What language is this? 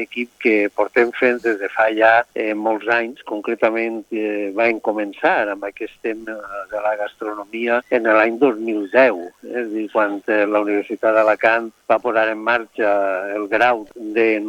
Catalan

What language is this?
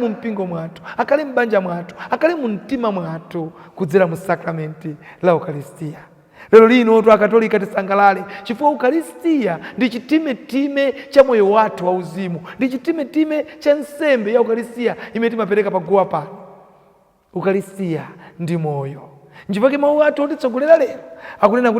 Nyanja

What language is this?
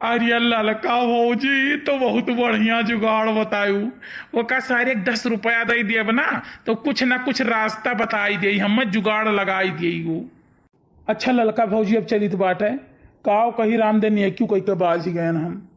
Awadhi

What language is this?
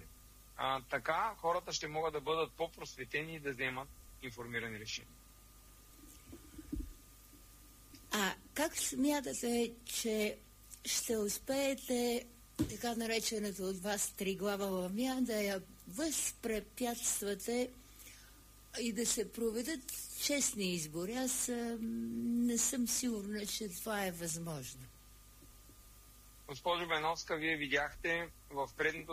Bulgarian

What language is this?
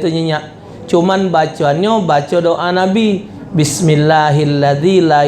Musi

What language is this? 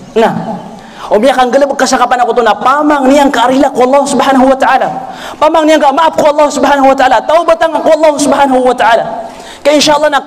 Maranao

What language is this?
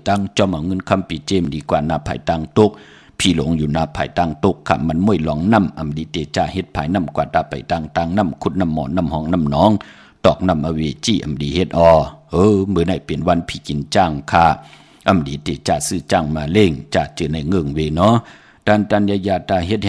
Shan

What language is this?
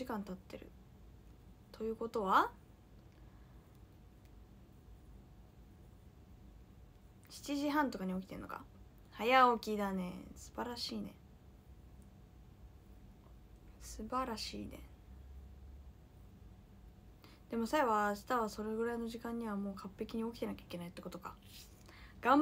Japanese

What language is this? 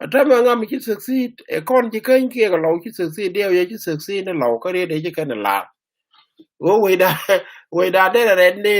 Nuer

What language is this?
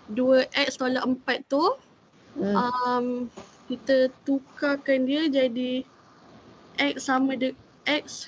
Malay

